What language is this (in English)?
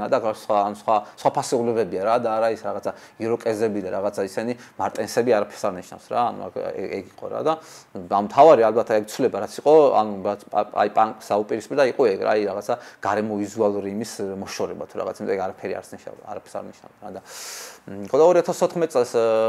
Georgian